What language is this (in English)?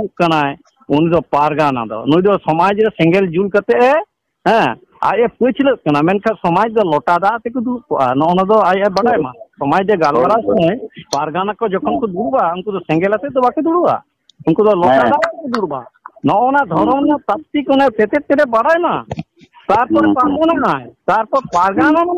Santali